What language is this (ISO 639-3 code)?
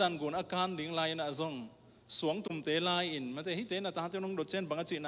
ctd